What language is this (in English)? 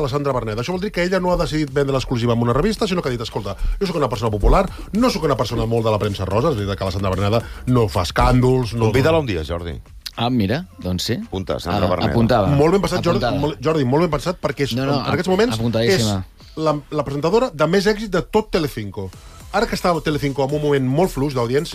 Catalan